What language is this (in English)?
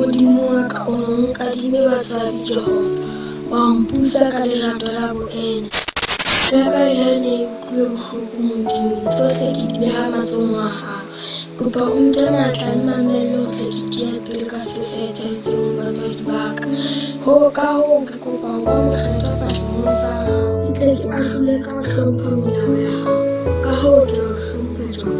Southern Sotho